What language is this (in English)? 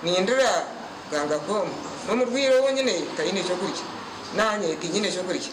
Nyankole